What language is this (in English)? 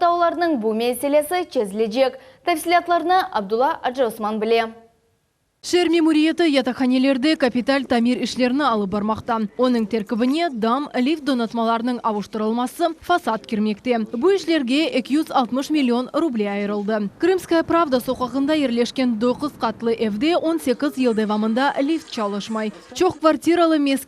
Crimean Tatar